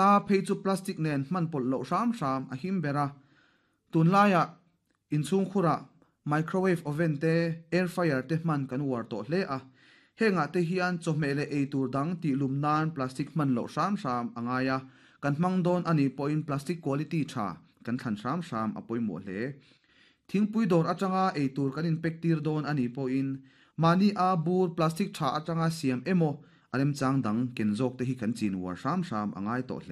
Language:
Mizo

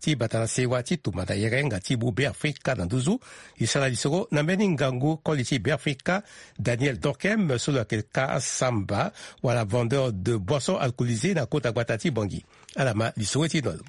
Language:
Sango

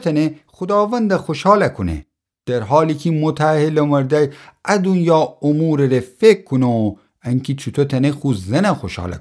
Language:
Gilaki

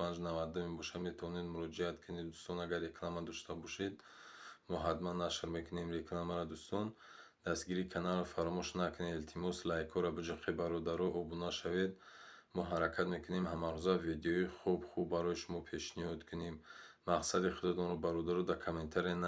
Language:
Tajik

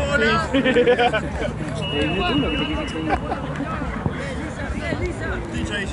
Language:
Spanish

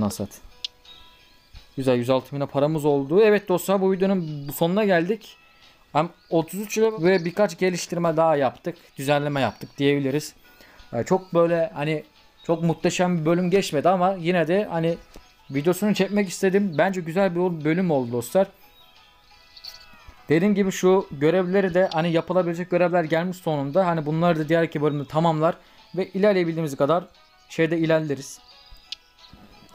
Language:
Turkish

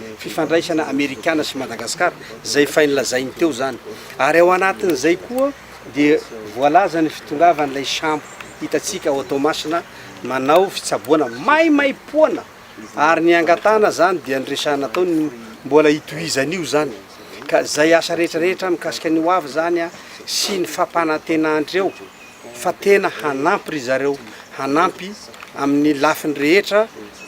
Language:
Malagasy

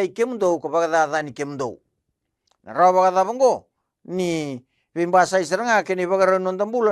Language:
Fijian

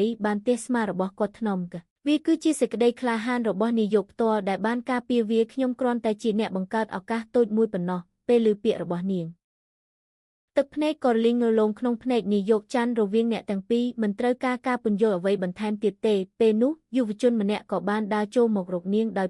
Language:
Khmer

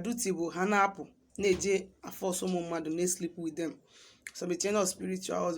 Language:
Igbo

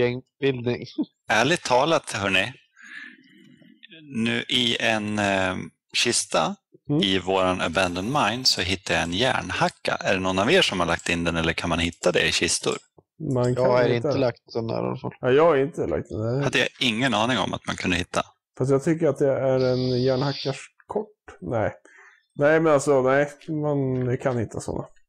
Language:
Swedish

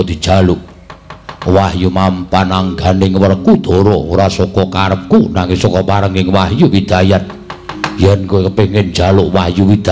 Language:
Javanese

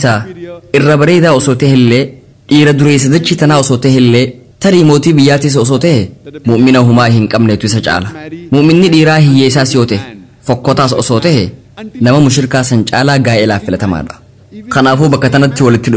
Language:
Oromo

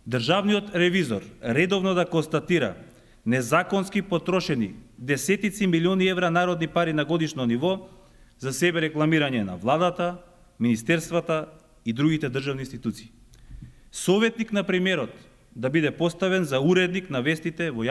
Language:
Macedonian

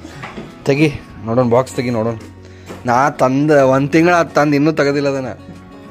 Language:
Kannada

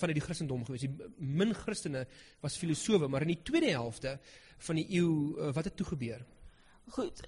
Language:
Afrikaans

